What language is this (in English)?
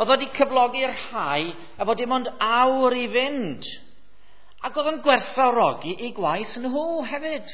Welsh